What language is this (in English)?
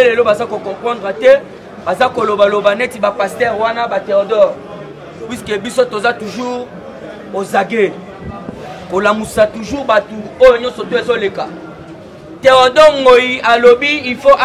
Lingala